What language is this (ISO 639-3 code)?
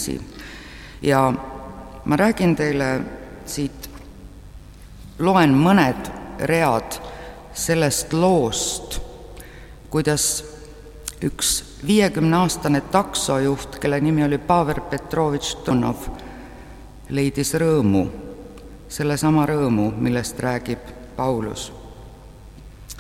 est